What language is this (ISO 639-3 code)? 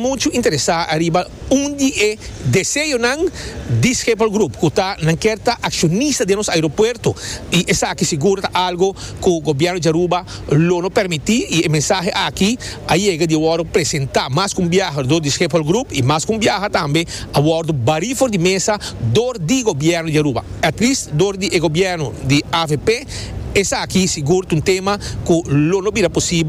pap